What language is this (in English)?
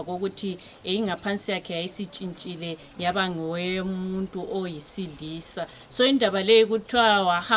Shona